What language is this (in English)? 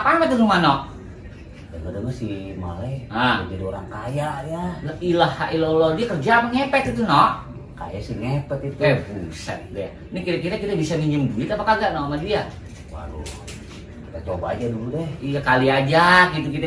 Betawi